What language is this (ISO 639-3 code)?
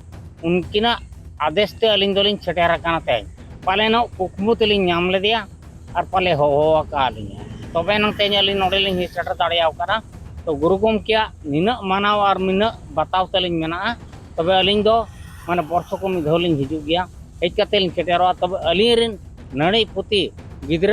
sat